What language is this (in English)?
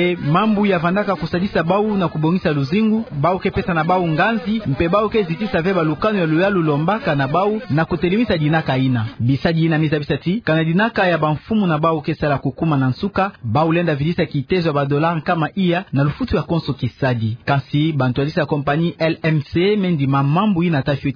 Kituba (Democratic Republic of Congo)